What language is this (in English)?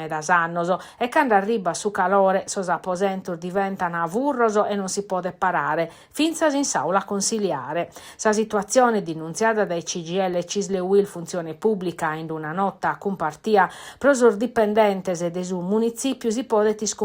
Sardinian